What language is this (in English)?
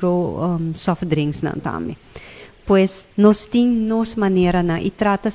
Papiamento